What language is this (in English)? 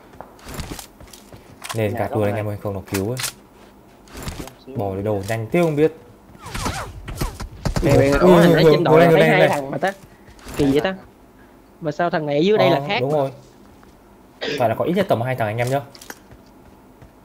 Vietnamese